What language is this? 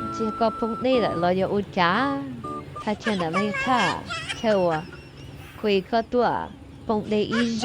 Hmong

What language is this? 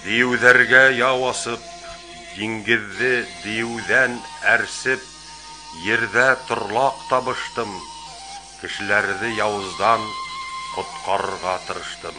Bashkir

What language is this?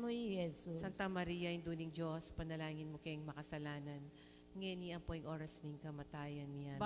Pampanga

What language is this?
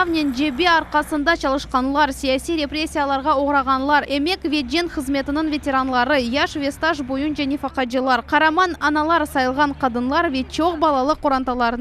Crimean Tatar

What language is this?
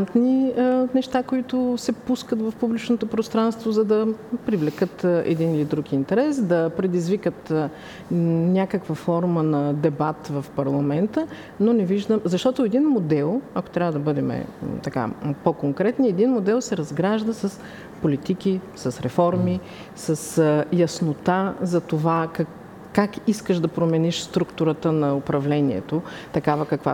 Bulgarian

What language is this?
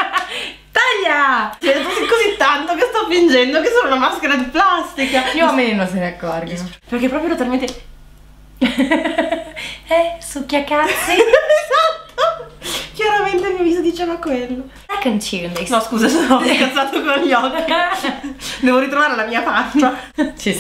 Italian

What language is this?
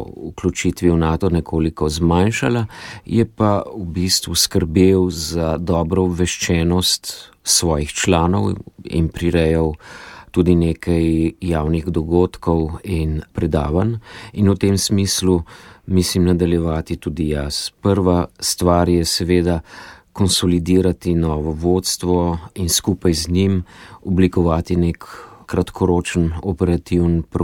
Slovenian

